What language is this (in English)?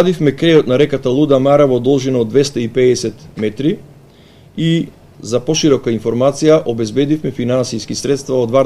Macedonian